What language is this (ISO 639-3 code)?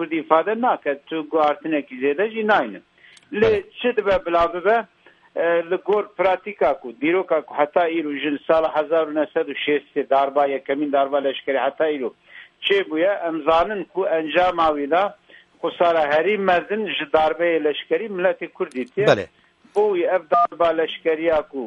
kur